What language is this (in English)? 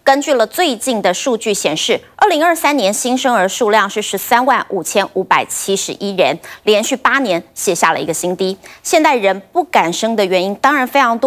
Chinese